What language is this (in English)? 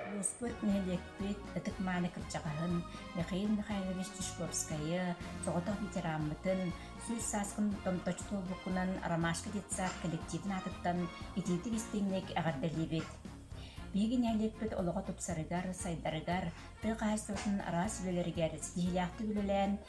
Yakut